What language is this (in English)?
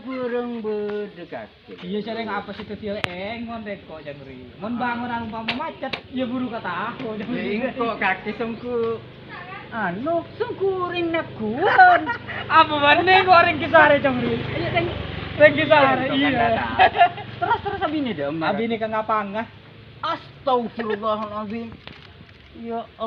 Madurese